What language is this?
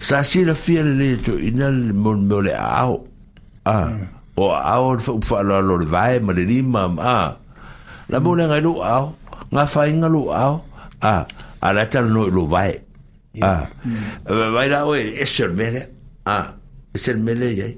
Samoan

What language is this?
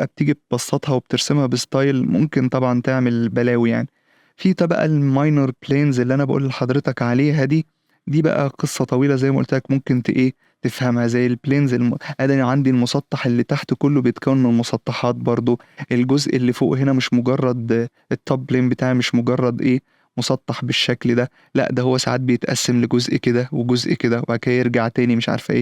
Egyptian Arabic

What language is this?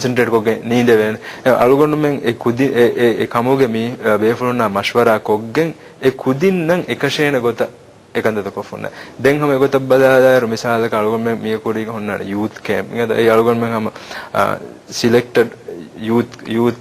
Divehi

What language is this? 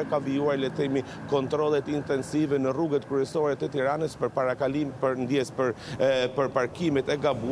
Albanian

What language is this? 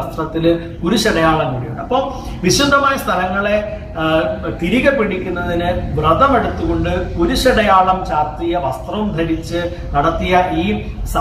Malayalam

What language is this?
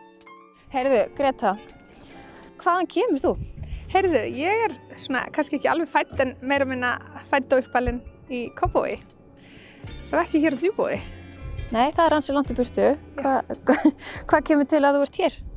Icelandic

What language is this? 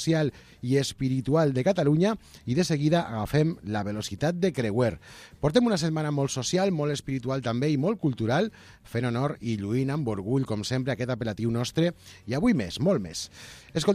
Catalan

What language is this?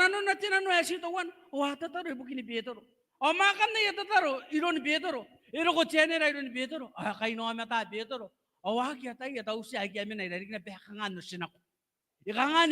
Gilbertese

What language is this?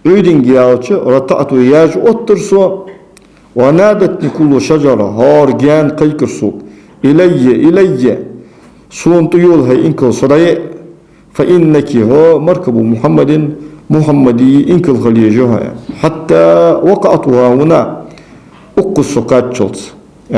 Ingush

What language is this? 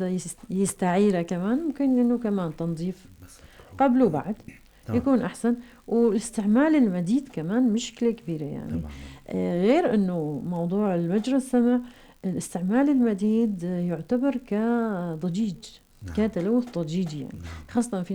North Levantine Arabic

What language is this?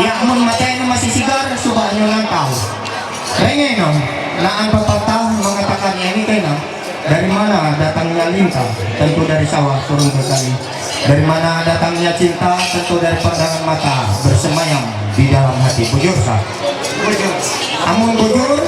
Ma'anyan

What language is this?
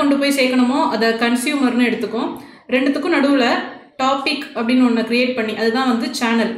Tamil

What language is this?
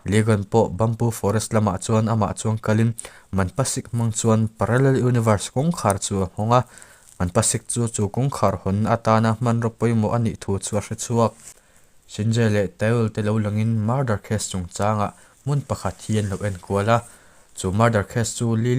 Mizo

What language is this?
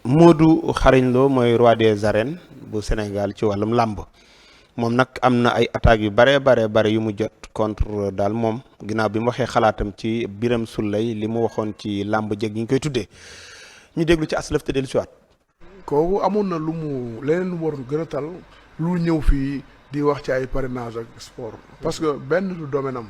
Wolof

